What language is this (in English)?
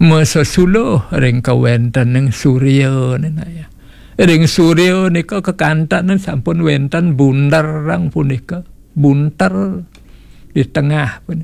Balinese